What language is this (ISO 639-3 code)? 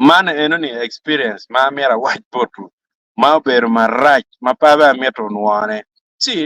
ach